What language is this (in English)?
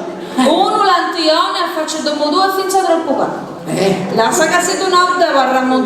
Sardinian